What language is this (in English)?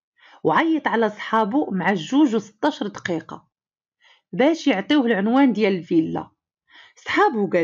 Moroccan Arabic